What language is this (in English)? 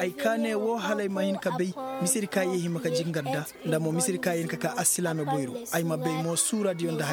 Koyraboro Senni